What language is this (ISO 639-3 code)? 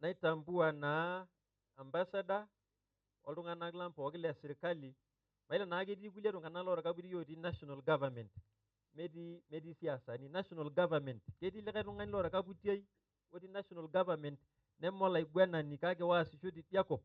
mas